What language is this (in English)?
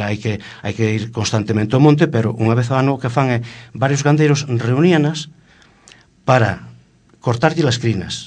Galician